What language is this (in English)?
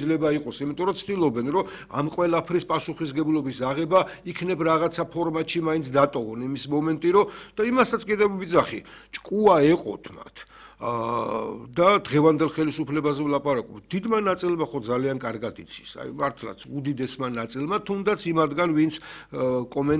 Georgian